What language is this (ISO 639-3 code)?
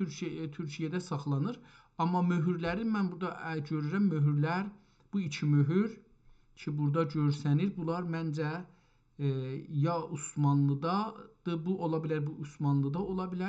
azb